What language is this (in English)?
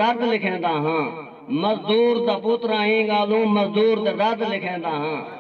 Saraiki